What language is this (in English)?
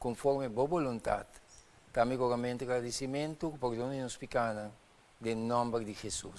Papiamento